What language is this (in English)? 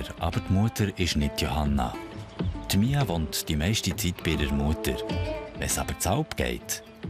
Swiss German